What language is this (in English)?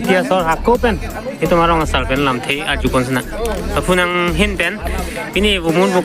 Karbi